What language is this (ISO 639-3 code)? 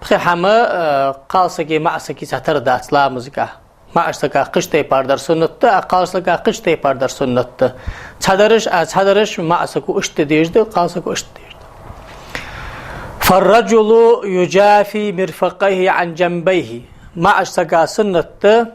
inh